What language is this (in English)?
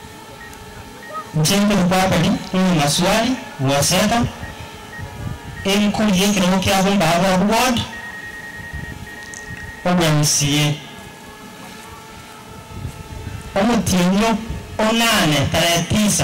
Swahili